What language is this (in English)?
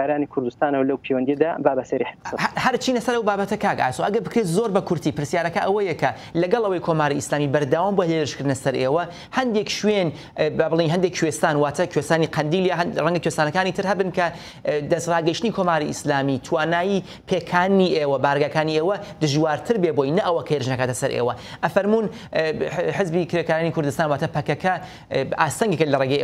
Central Kurdish